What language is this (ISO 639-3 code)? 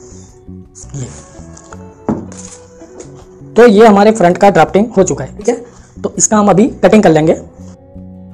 hin